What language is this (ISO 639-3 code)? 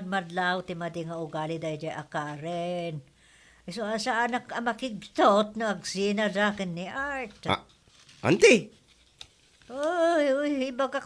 ilo